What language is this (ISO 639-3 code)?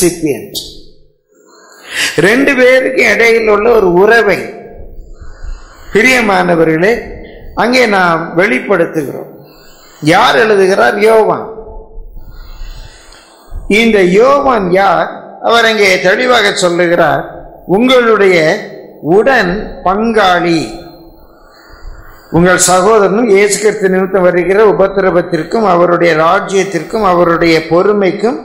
tam